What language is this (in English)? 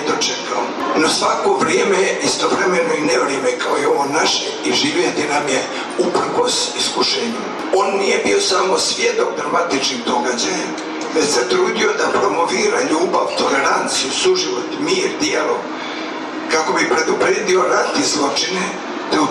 Serbian